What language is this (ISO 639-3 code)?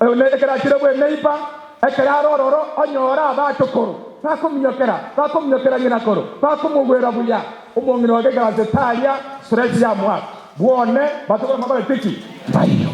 guz